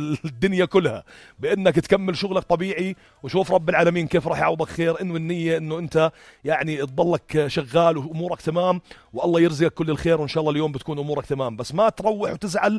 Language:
North Levantine Arabic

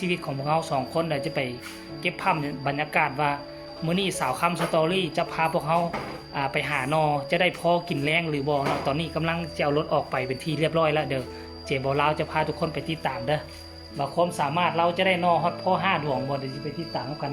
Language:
Lao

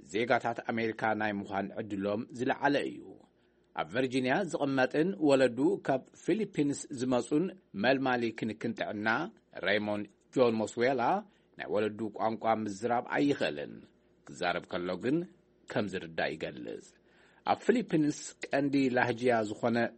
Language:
Tigrinya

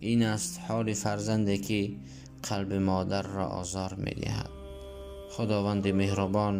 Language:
Tajik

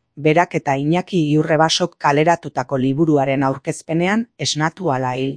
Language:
Basque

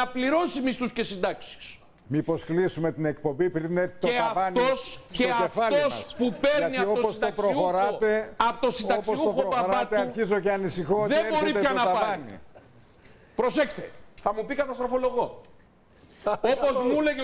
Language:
Greek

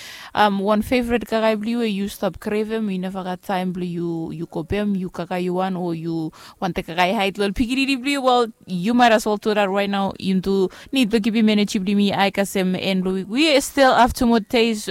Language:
Bislama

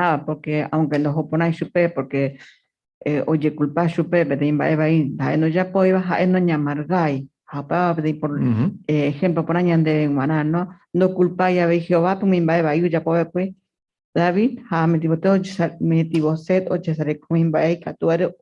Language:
Guarani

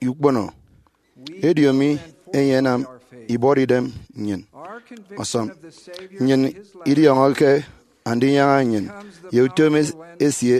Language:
Efik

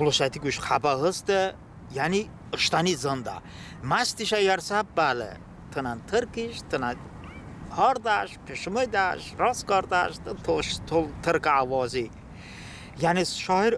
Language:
Talysh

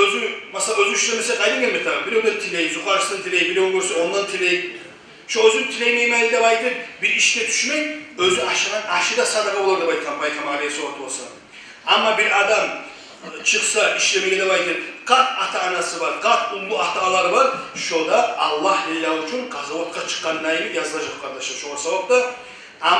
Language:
Kumyk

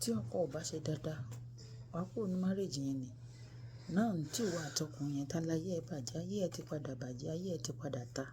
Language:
Yoruba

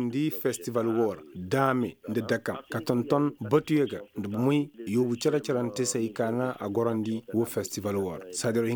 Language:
Koyraboro Senni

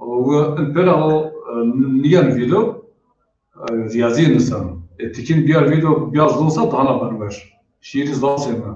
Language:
Zaza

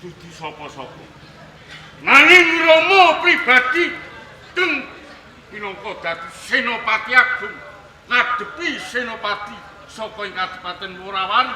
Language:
Javanese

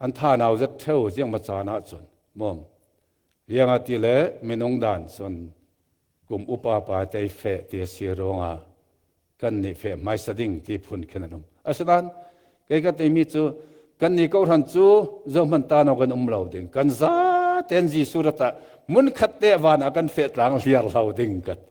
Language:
Falam Chin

